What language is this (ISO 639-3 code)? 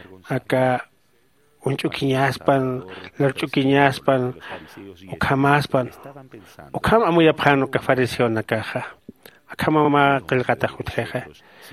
aym